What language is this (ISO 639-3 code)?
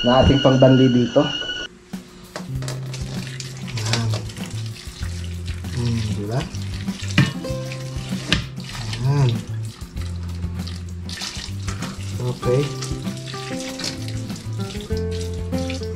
fil